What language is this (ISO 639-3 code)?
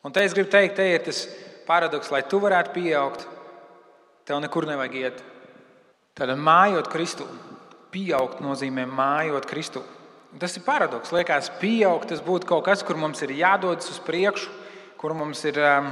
lav